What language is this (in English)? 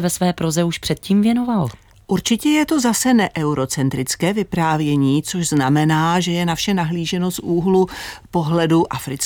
Czech